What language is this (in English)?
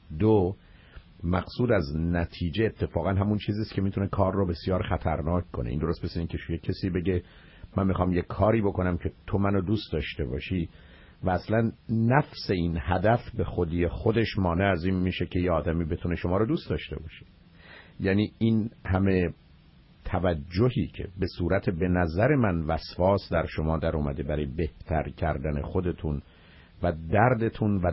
Persian